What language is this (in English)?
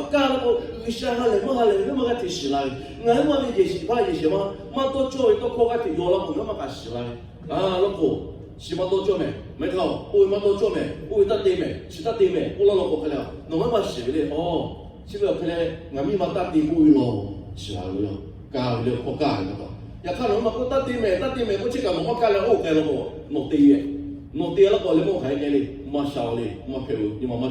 Lahu